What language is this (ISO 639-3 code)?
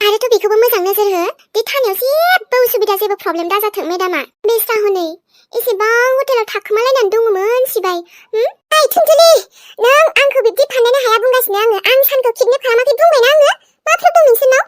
brx